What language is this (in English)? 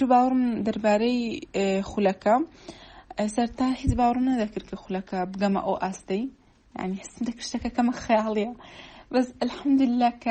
Central Kurdish